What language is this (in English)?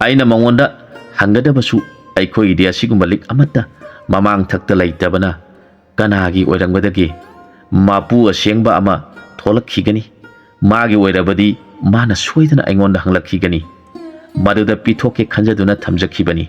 Manipuri